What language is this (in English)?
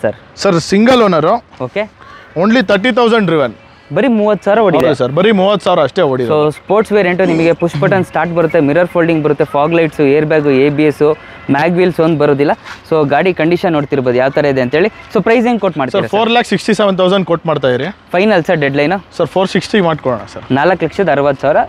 Kannada